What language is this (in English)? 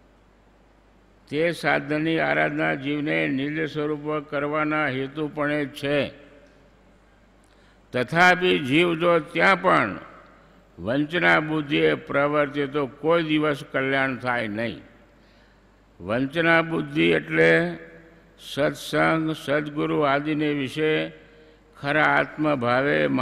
Gujarati